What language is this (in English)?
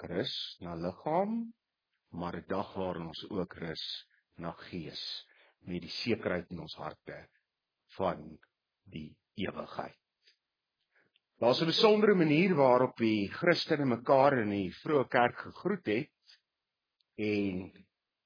Afrikaans